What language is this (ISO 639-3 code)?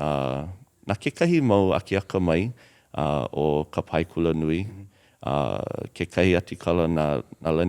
haw